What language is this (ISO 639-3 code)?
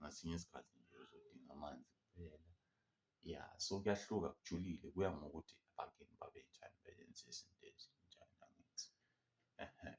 zul